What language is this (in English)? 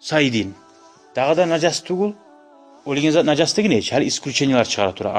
Kumyk